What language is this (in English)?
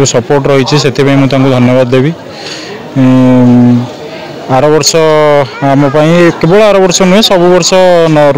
Odia